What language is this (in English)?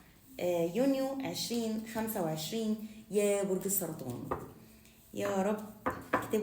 Egyptian Arabic